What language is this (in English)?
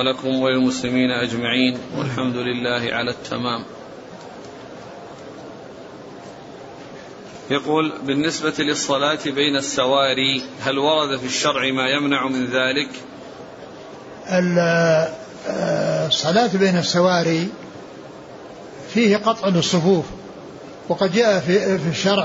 Arabic